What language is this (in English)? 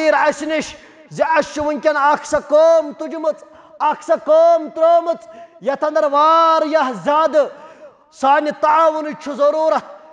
Kashmiri